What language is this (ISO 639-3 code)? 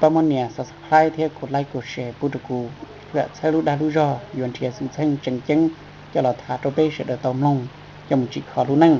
hmn